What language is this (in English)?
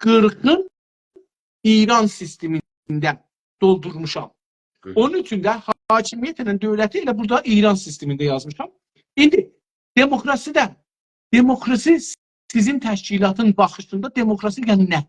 South Azerbaijani